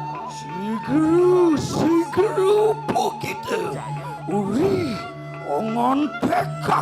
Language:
Balinese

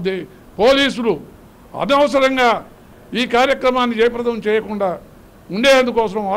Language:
Telugu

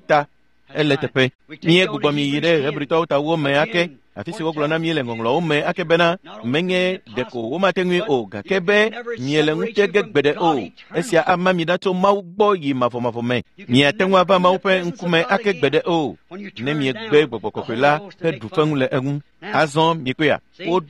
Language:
Ewe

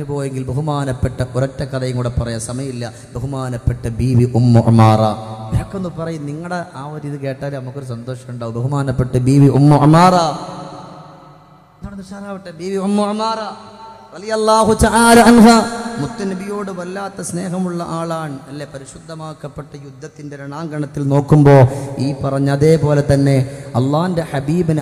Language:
Malayalam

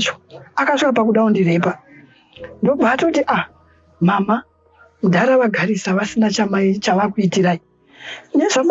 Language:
Shona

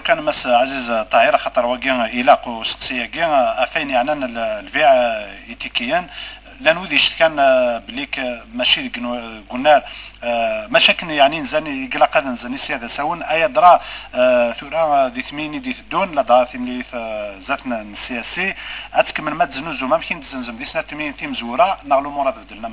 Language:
Kabyle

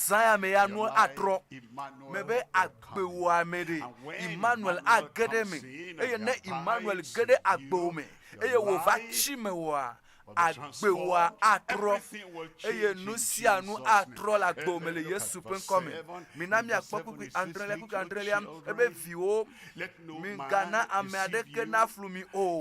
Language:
Ewe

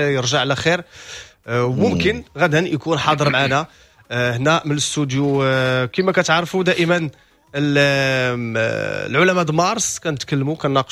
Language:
Moroccan Arabic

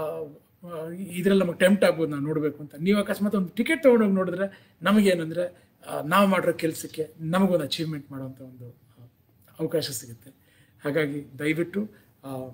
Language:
Kannada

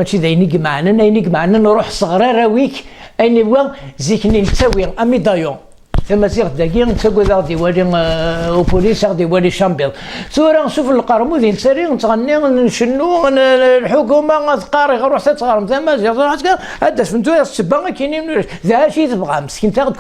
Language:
Kabyle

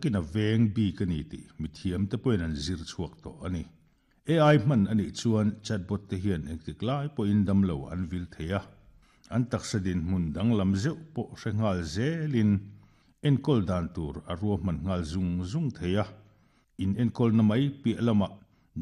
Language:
Mizo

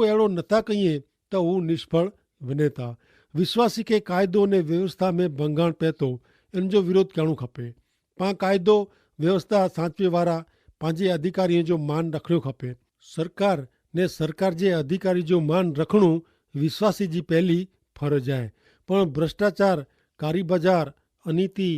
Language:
Kachhi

